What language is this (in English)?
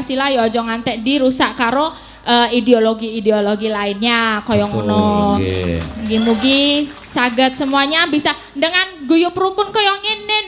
Javanese